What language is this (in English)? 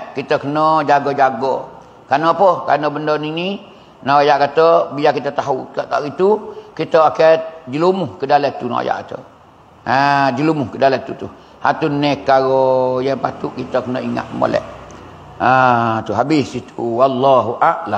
Pattani Malay